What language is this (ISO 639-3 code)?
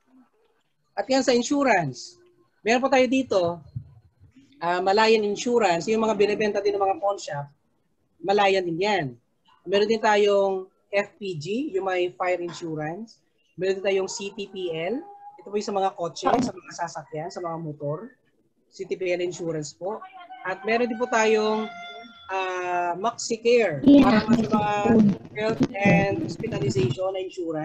fil